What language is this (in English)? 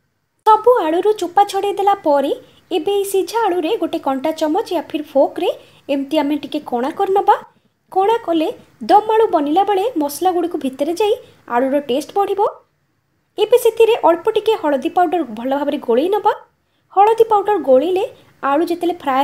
Odia